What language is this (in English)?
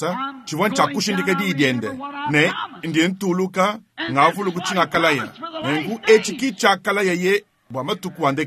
Luba-Lulua